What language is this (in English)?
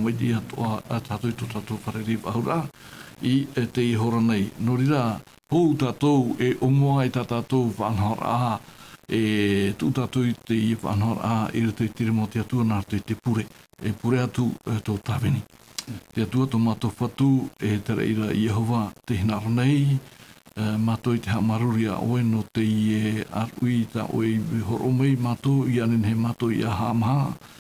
Tahitian